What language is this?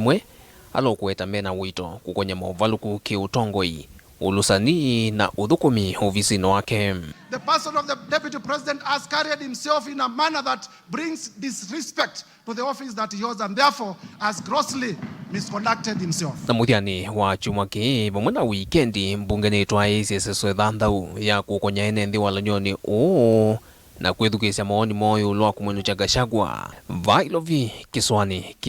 Kamba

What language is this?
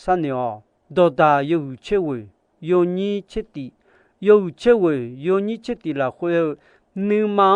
Akha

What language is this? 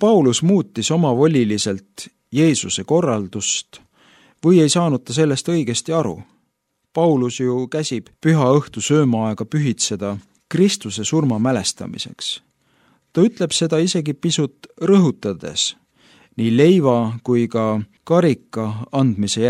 Estonian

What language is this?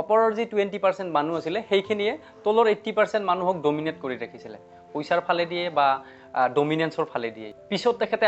Assamese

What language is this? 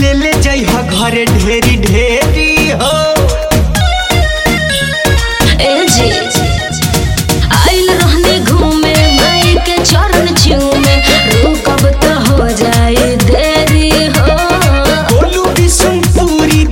Bhojpuri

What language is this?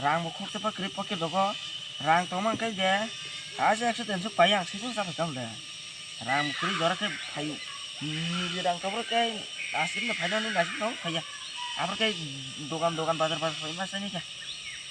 Kok Borok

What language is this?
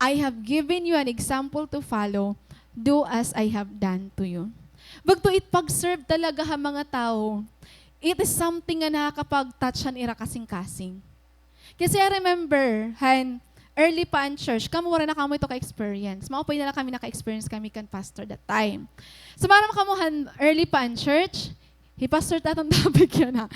Waray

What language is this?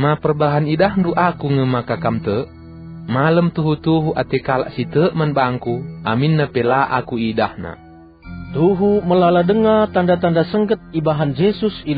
Batak Karo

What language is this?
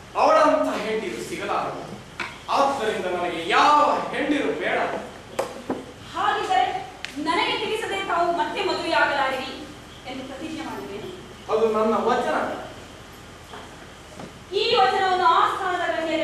Kannada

